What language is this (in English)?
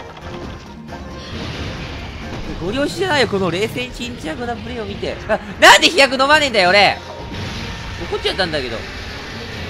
Japanese